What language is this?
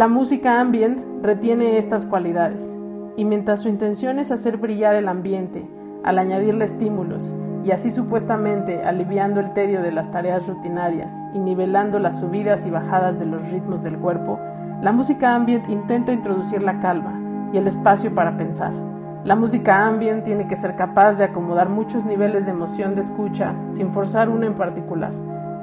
Spanish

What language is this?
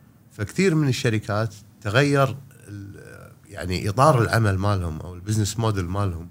Gulf Arabic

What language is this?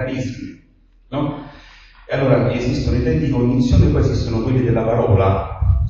Italian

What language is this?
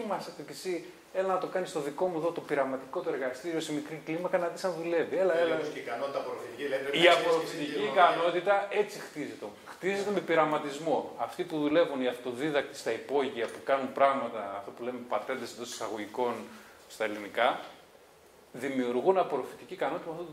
Greek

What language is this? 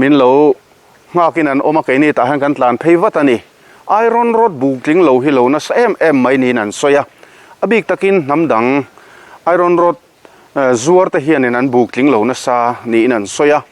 Mizo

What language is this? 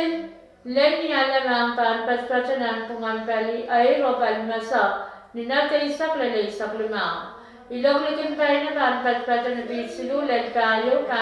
Pohnpeian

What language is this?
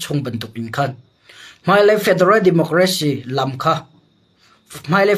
Hakha Chin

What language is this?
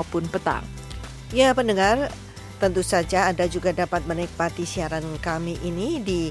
Indonesian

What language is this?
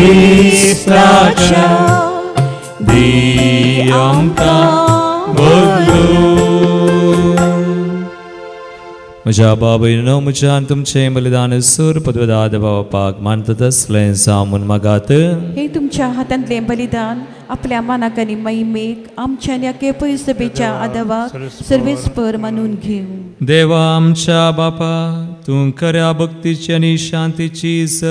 Konkani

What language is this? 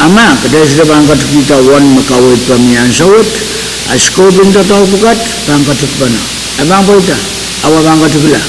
Pohnpeian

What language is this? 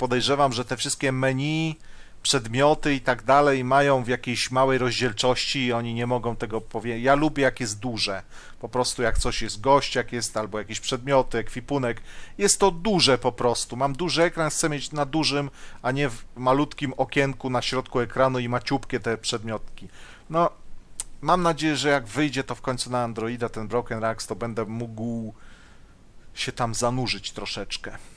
Polish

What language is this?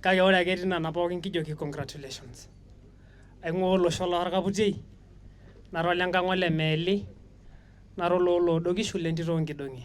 Masai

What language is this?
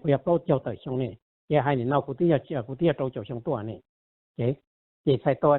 Hmong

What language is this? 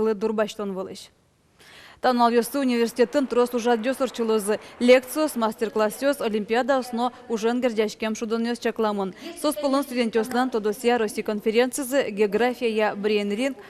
Udmurt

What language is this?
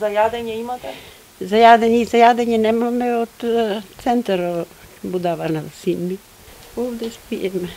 Macedonian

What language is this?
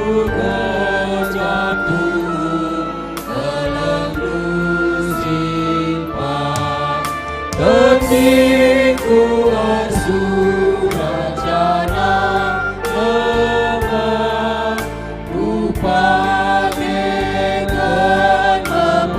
Batak Karo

